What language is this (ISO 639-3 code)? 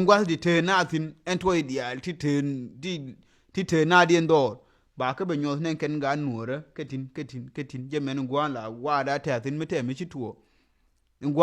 nus